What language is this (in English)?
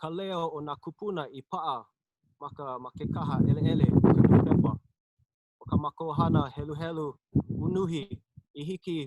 Hawaiian